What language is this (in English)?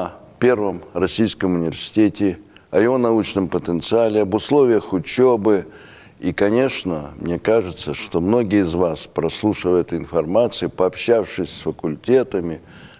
Russian